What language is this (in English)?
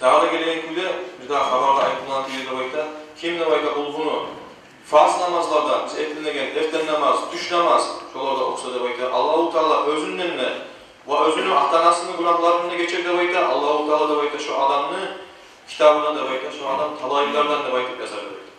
Kumyk